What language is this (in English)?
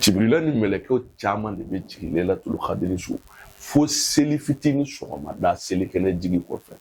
Bambara